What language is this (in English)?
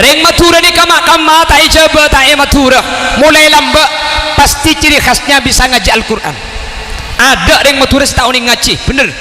Madurese